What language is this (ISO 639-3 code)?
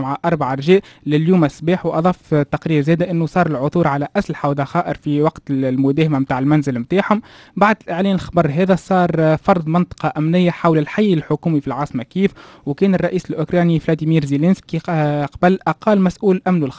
aeb